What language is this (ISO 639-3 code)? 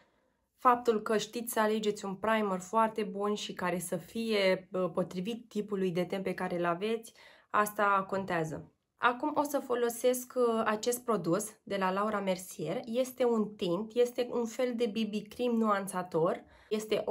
ron